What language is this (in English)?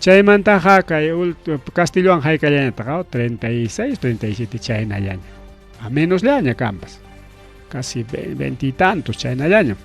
Ayacucho Quechua